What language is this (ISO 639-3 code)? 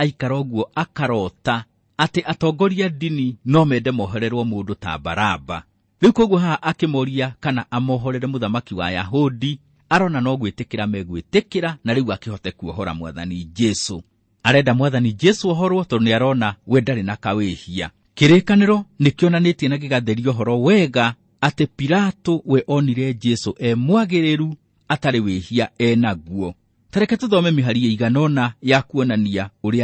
kik